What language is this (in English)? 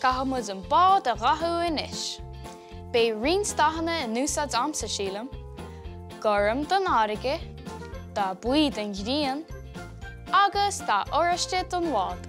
Irish